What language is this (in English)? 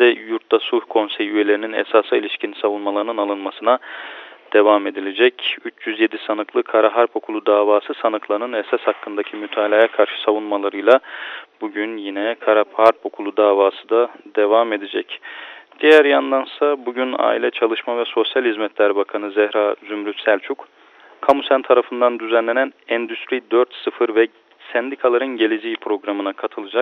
Turkish